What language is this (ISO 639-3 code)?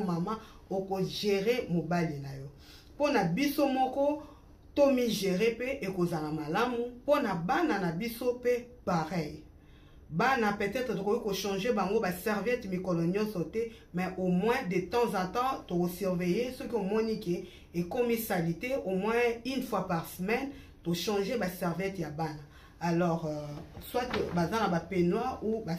lin